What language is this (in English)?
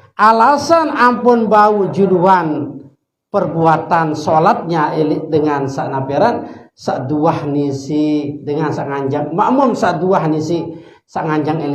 Sasak